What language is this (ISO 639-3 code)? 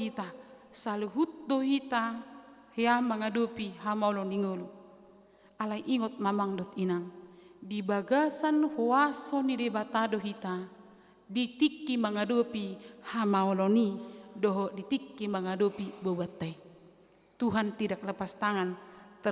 bbc